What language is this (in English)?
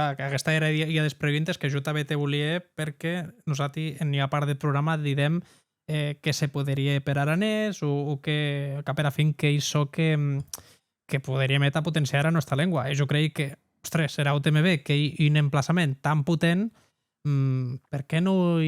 Occitan